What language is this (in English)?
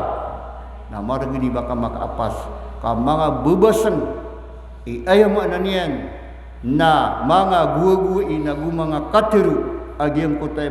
Maranao